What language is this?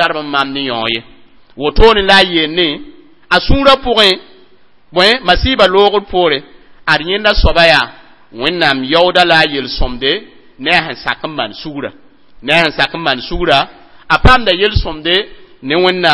Mossi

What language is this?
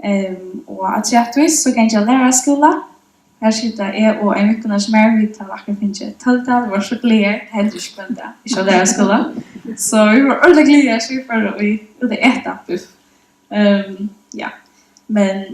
Faroese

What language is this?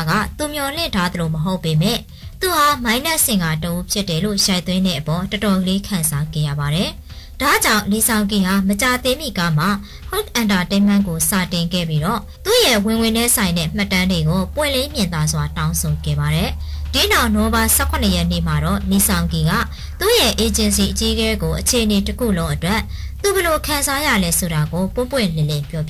Burmese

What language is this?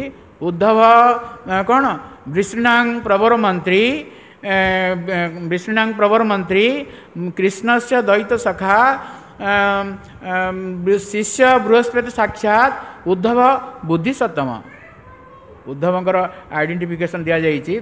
Odia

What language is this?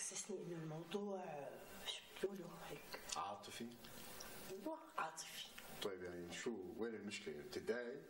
North Levantine Arabic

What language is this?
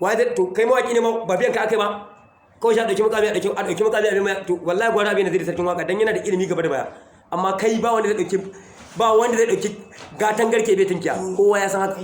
Hausa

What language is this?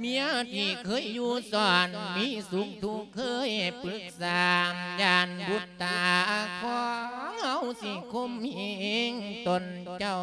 Lao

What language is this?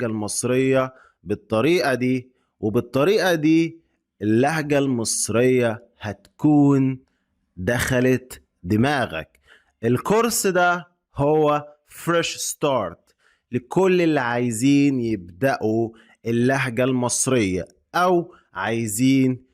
Egyptian Arabic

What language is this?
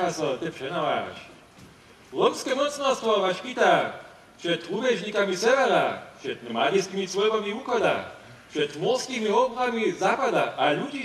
Upper Sorbian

